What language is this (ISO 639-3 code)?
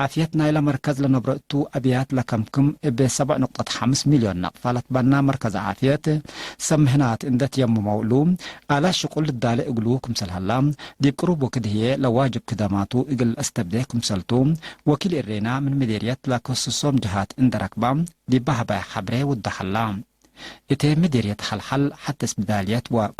tig